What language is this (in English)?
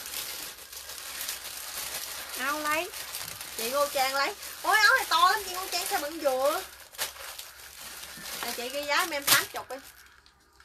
Vietnamese